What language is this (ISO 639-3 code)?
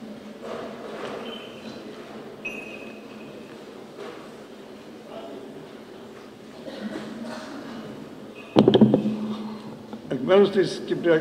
ell